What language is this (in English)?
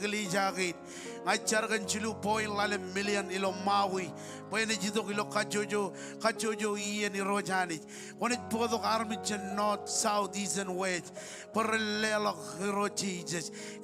Marshallese